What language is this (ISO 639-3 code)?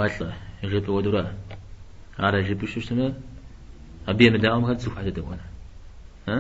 kbd